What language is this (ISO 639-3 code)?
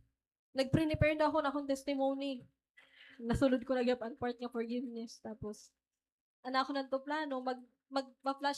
war